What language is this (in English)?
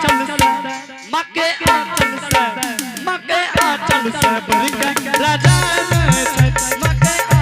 Angika